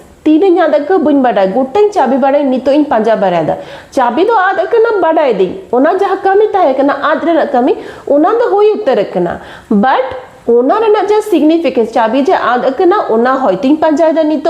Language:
Santali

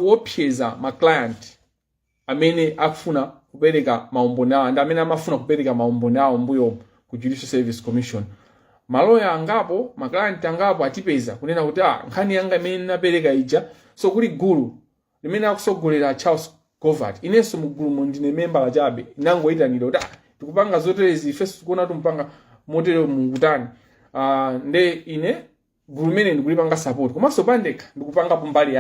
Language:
Nyanja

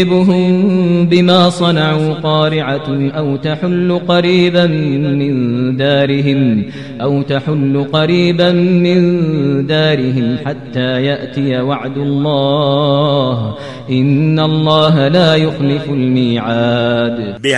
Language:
Kashmiri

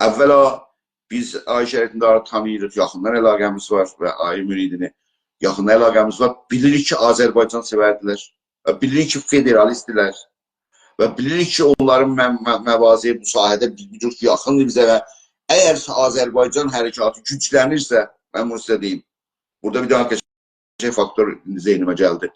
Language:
South Azerbaijani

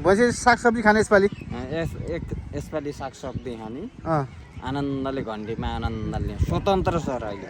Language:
Nepali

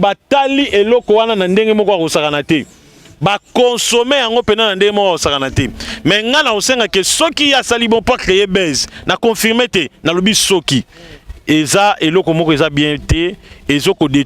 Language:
Lingala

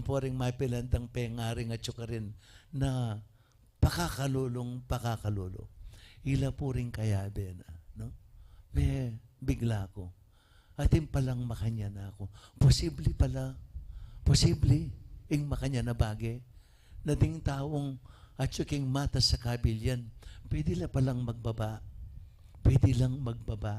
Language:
Pampanga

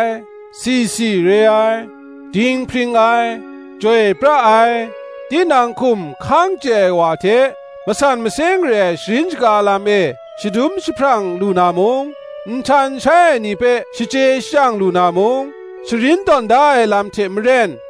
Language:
Kachin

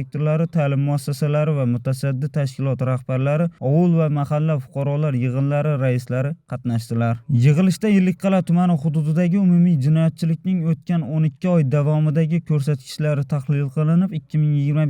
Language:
Uzbek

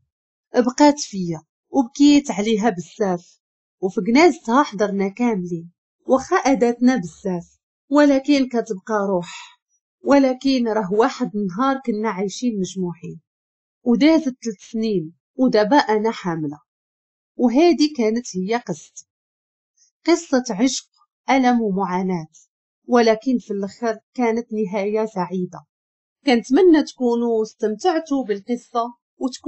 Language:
Moroccan Arabic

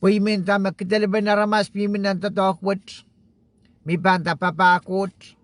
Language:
Pohnpeian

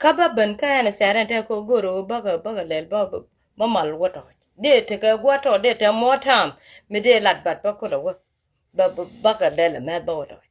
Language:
Nuer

